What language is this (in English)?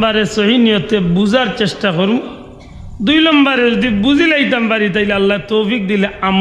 Sylheti